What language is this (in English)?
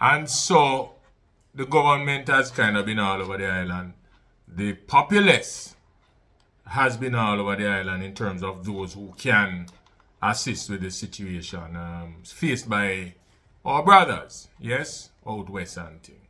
Jamaican Creole English